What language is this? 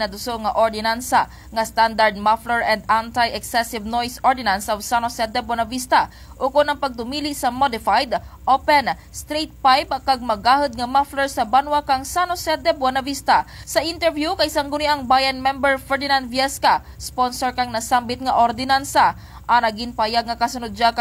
Kinaray-a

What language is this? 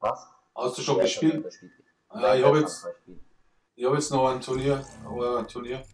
Bavarian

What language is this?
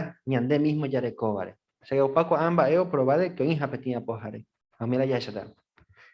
Guarani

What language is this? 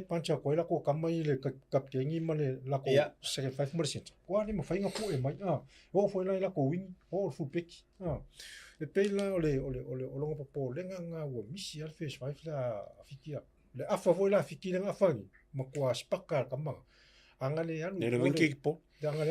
Samoan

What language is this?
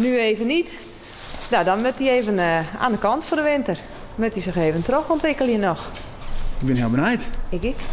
Western Frisian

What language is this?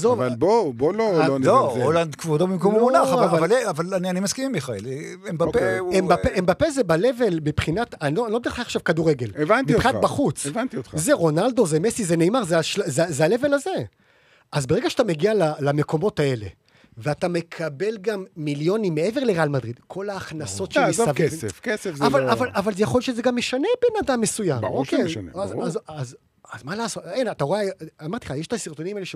Hebrew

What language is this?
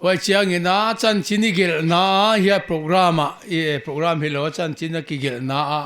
Paite Chin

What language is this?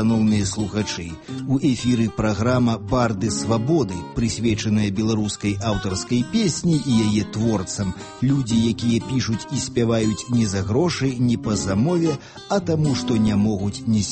Belarusian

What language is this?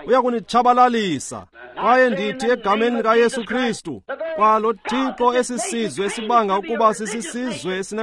Xhosa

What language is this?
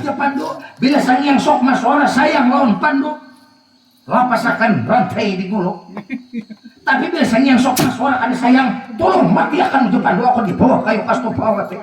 Banjar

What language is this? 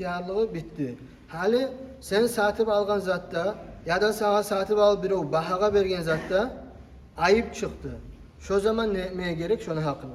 Kumyk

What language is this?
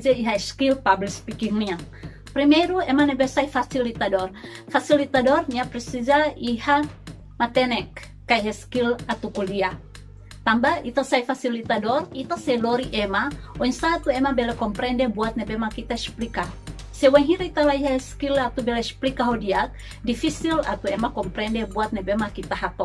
Tetum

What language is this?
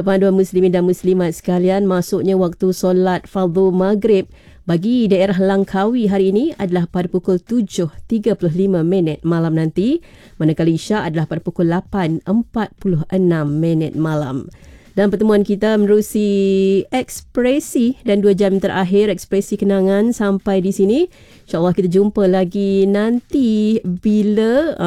Malay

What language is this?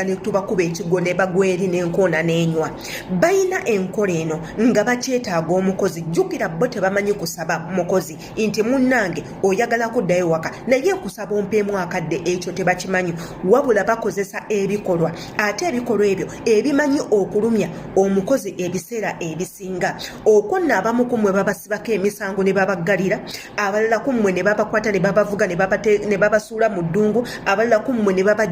Ganda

